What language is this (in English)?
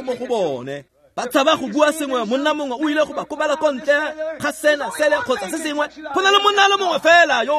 Tswana